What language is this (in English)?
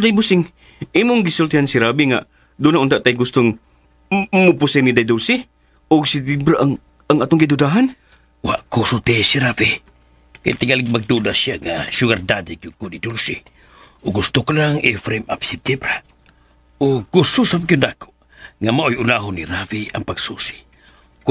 Cebuano